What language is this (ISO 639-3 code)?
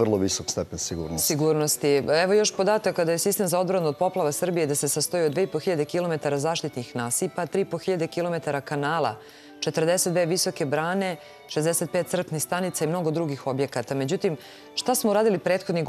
srp